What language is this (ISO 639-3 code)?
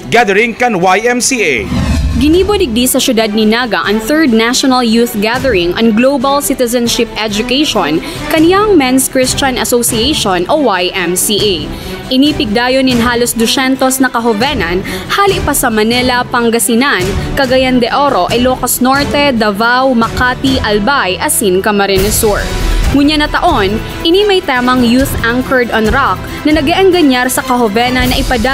bik